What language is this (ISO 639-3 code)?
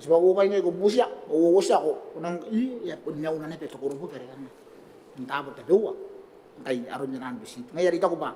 gil